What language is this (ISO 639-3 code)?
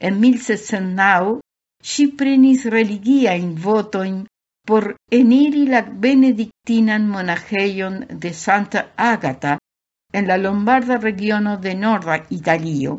epo